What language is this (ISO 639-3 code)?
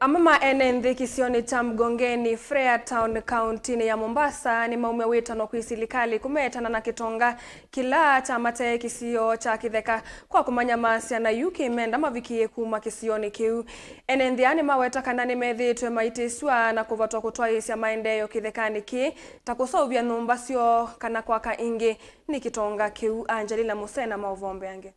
kam